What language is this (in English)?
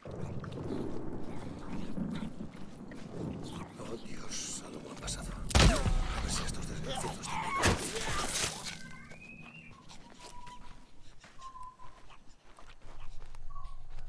Spanish